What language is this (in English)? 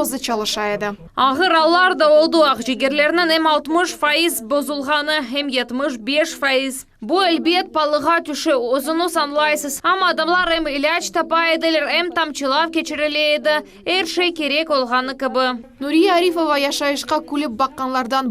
Crimean Tatar